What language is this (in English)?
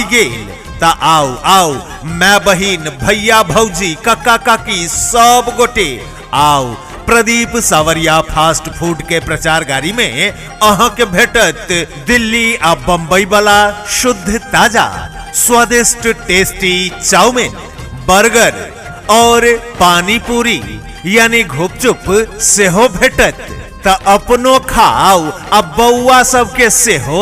Maithili